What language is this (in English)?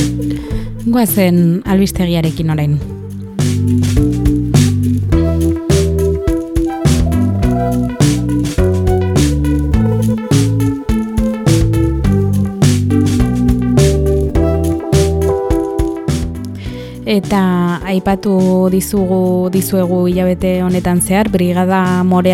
Basque